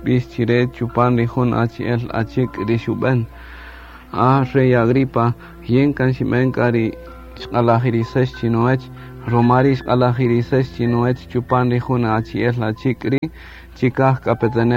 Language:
Kaqchikel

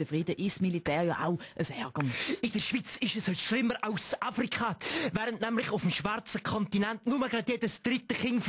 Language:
Swiss German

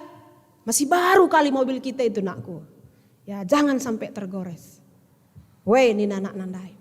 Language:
Batak Karo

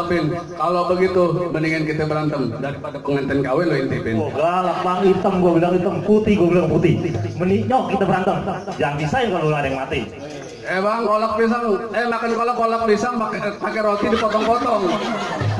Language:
Betawi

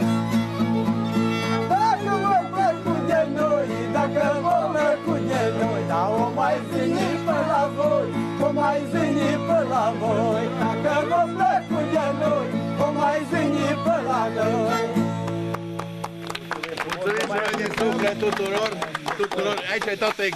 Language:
Romanian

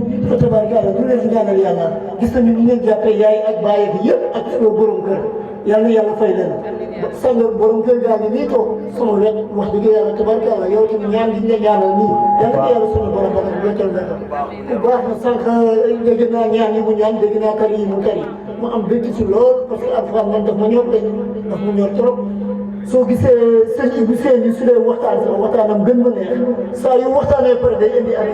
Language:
Wolof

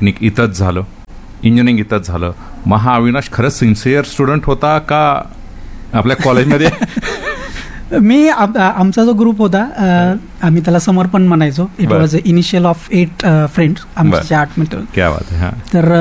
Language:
Marathi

